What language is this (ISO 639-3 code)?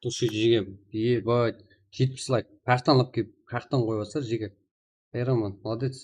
kaa